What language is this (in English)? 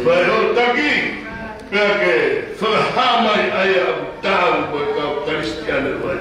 Tongan